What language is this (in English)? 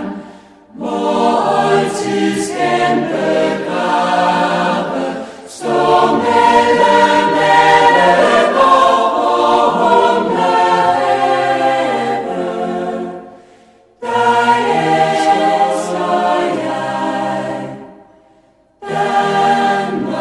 Danish